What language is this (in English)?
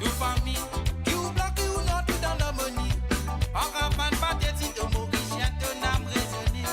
Morisyen